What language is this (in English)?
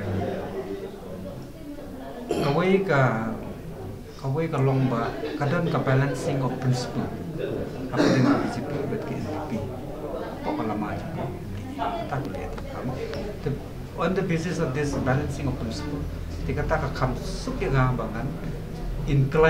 Khasi